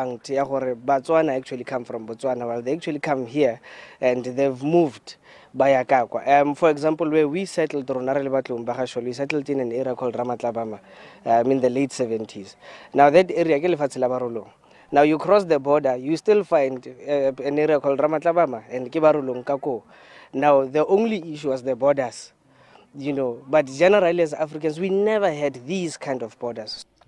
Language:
Tswana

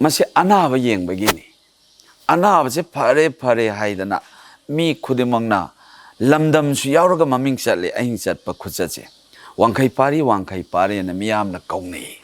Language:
Manipuri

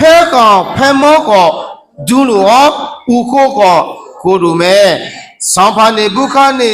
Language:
Akha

